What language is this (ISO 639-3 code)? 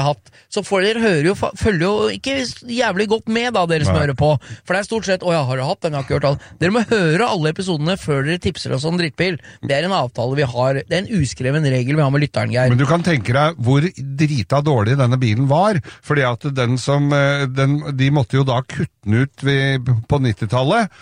nor